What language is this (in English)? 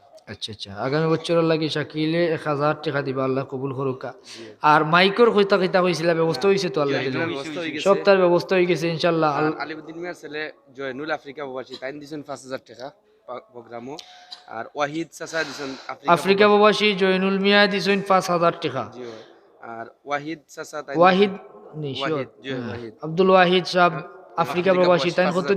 Sylheti